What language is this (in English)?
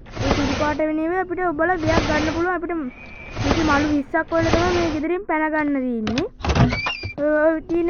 Sinhala